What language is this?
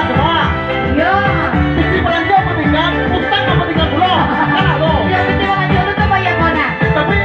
Minangkabau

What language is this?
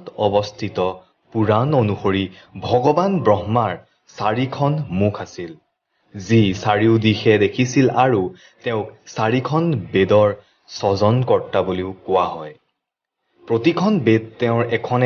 Assamese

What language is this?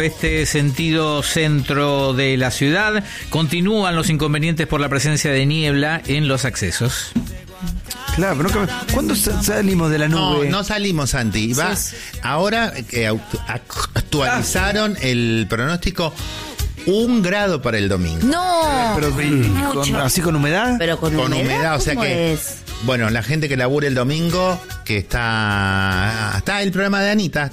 Spanish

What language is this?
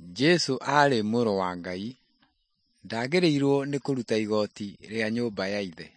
Kikuyu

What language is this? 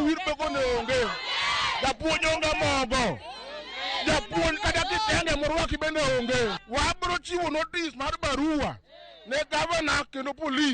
Luo (Kenya and Tanzania)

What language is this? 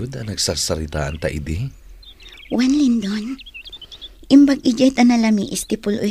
Iloko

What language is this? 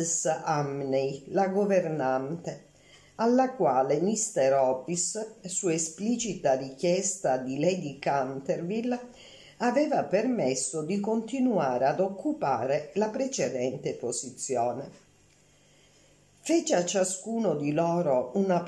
Italian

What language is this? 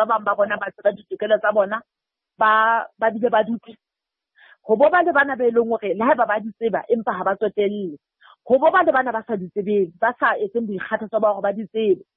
Southern Sotho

